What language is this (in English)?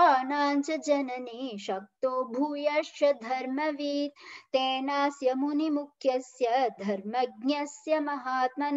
Sanskrit